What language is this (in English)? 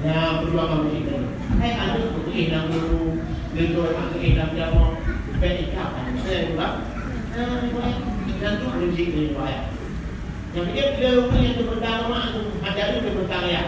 Achinese